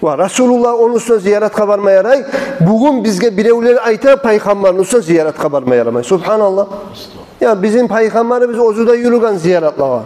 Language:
Kumyk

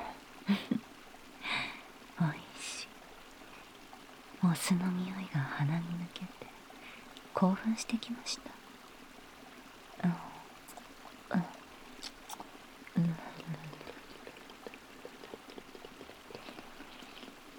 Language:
Japanese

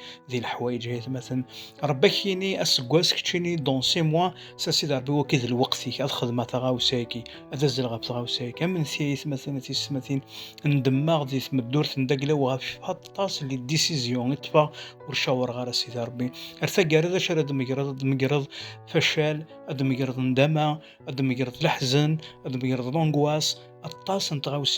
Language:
Kabyle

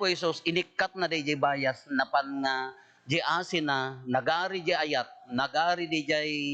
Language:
Iloko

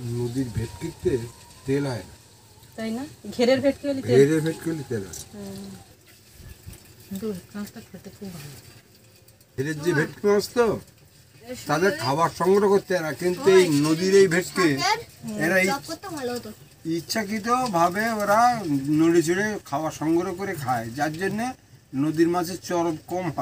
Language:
Bangla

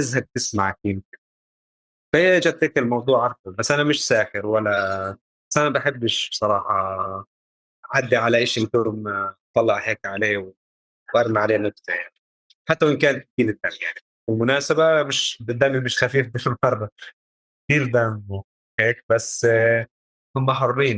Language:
North Levantine Arabic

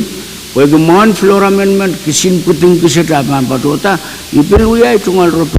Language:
Pohnpeian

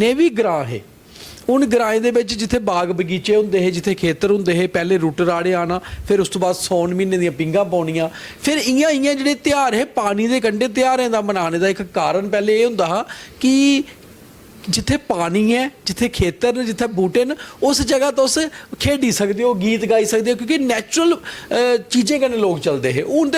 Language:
Dogri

